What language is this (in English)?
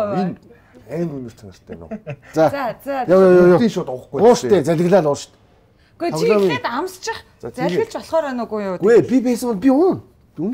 Mongolian